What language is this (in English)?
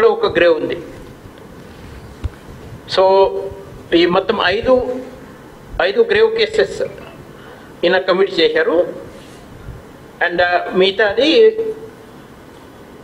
Telugu